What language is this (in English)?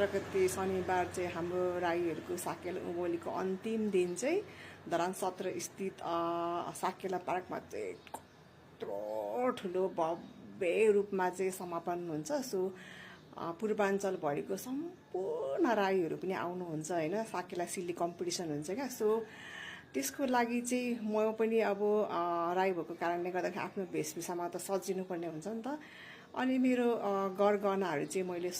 Nepali